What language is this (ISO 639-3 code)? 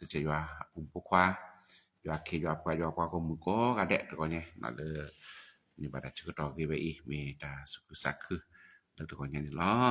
ksw